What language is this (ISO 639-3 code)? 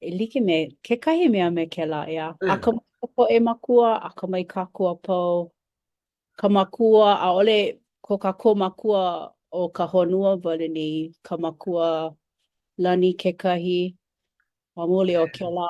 haw